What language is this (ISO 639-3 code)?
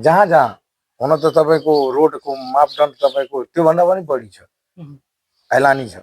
nep